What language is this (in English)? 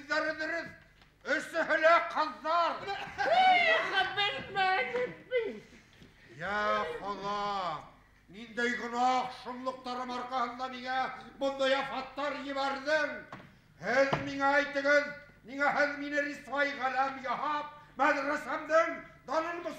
Bashkir